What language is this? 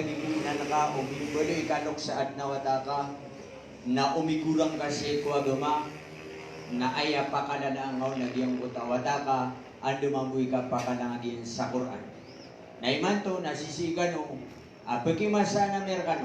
Maranao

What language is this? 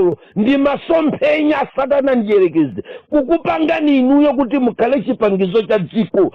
Nyanja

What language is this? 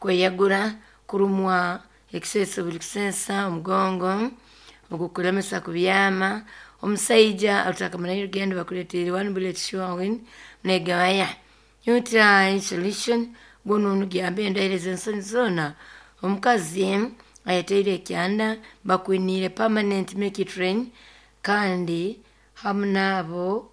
Nyoro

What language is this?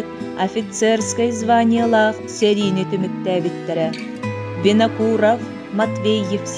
Yakut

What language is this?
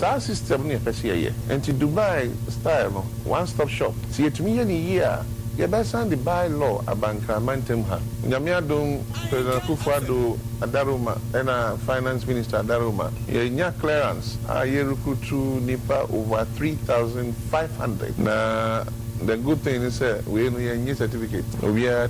Akan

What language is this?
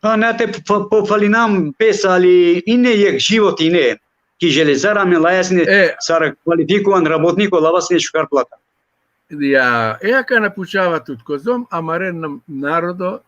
Balkan Romani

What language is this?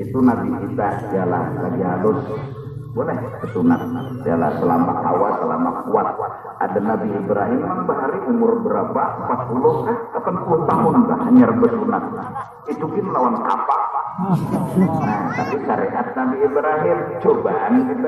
Banjar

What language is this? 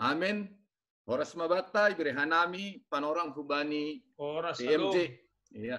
Batak Simalungun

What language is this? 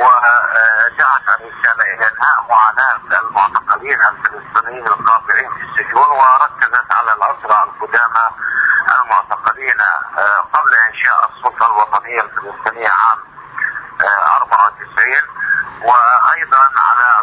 Arabic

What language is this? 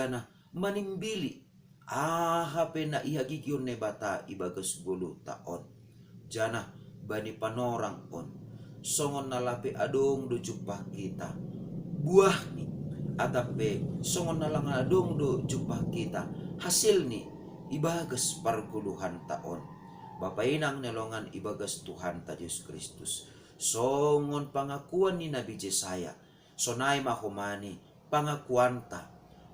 Batak Simalungun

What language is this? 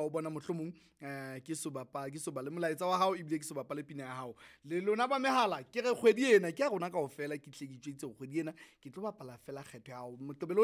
Southern Sotho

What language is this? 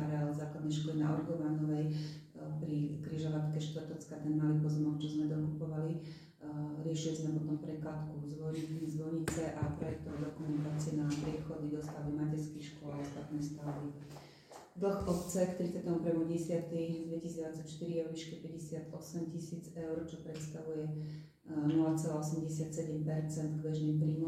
Slovak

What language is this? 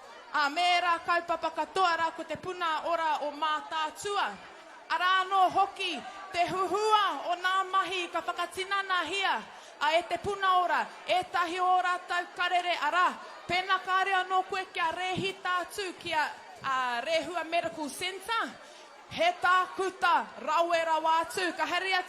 Māori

